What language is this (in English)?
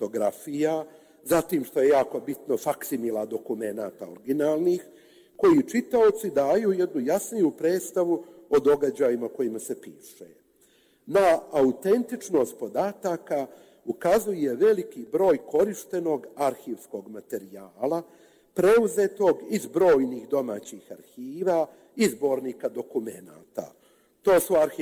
Serbian